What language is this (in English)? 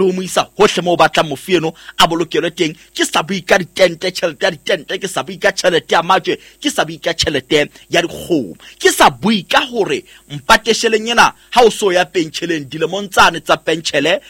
Southern Sotho